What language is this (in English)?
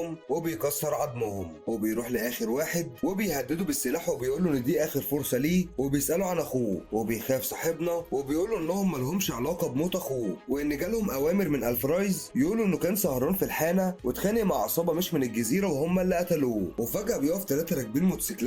Egyptian Arabic